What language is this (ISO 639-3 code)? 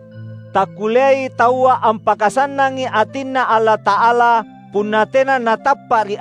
mak